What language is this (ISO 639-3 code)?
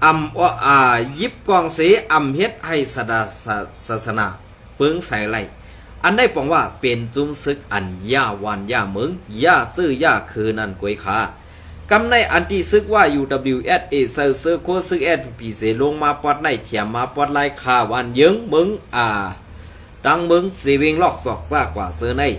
shn